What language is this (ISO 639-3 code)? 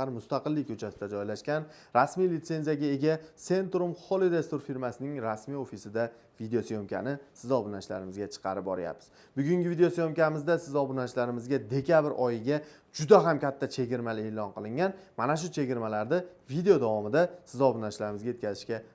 uzb